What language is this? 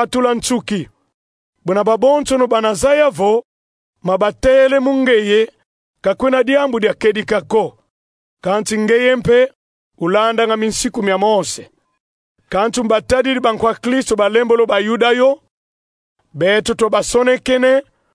Kongo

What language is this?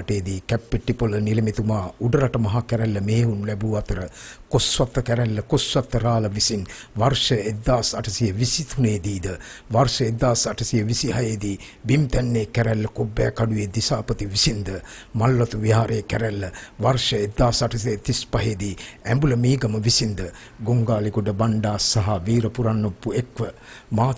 Sinhala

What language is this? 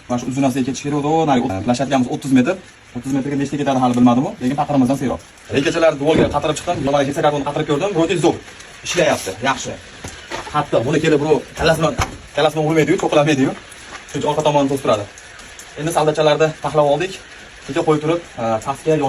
Uzbek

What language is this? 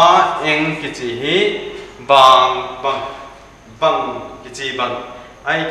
Paite Chin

